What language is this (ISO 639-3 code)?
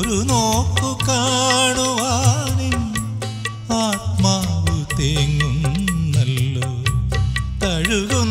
mal